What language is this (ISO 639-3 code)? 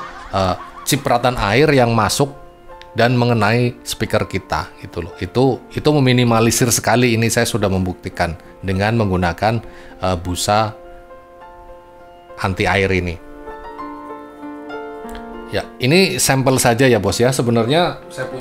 ind